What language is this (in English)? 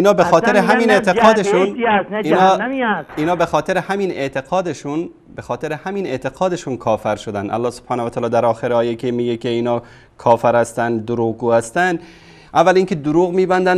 Persian